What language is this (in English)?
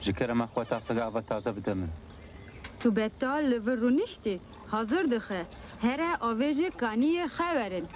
Kurdish